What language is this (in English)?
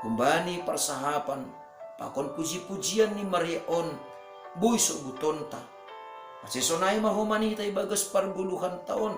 Batak Simalungun